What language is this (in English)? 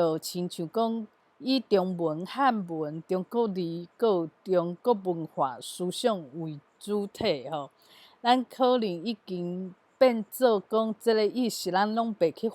Min Nan Chinese